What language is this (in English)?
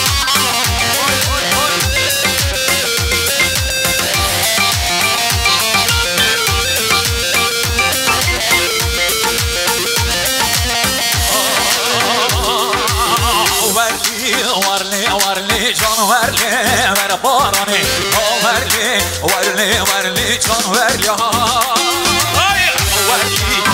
Turkish